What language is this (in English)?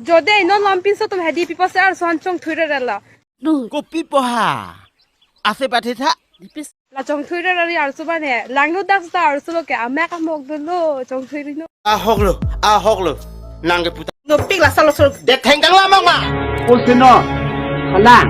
Karbi